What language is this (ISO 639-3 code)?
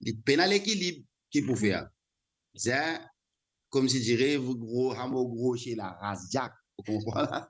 mfe